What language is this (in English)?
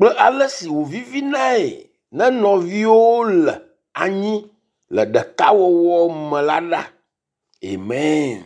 Ewe